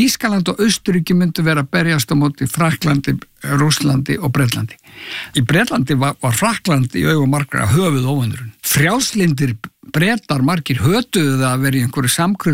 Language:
Icelandic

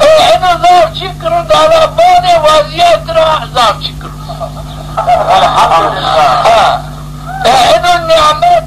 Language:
Zaza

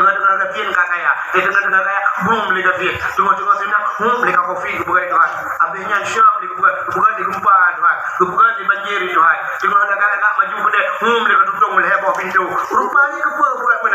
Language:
Achinese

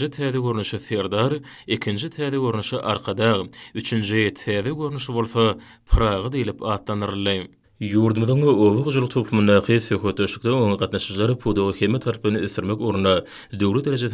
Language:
Turkmen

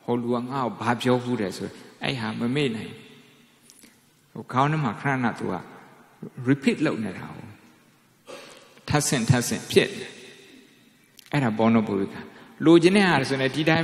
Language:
Burmese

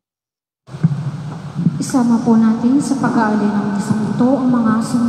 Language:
Filipino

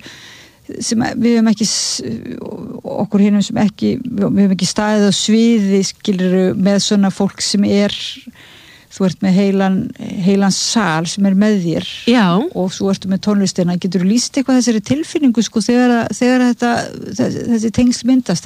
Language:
Icelandic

